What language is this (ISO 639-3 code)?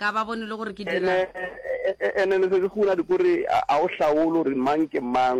nso